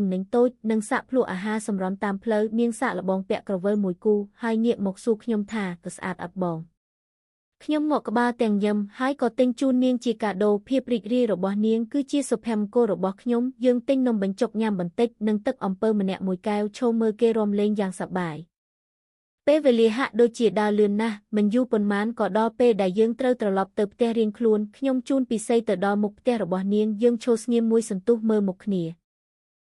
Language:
Khmer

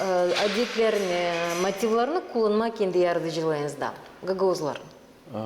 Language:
Gagauz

